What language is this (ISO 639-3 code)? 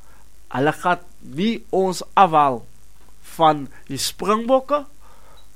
afr